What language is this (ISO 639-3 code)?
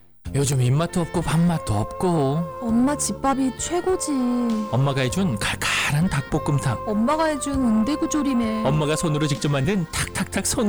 kor